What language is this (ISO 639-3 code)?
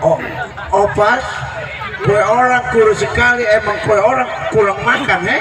bew